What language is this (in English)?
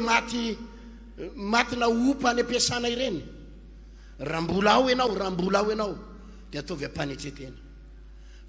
Malagasy